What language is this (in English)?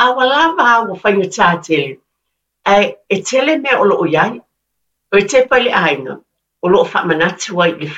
Samoan